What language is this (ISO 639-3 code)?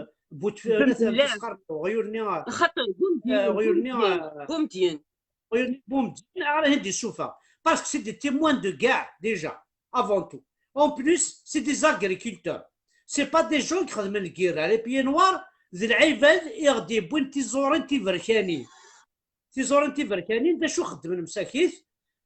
kab